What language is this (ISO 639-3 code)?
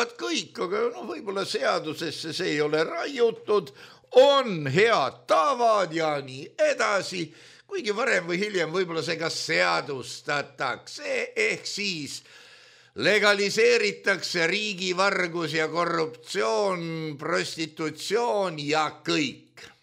est